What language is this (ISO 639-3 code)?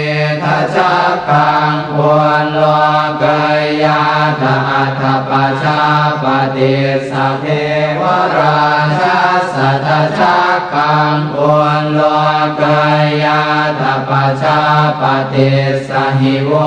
pli